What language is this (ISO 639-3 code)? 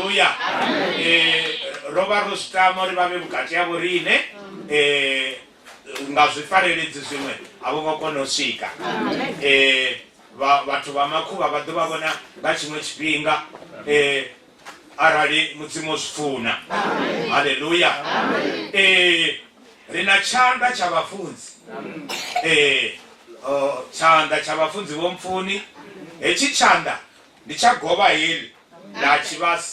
ven